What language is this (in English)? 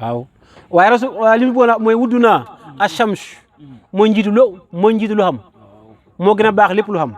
Wolof